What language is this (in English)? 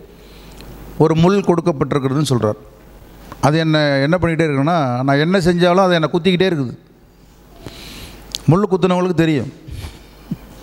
Tamil